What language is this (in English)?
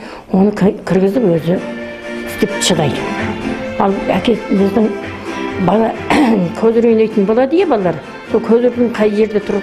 Kazakh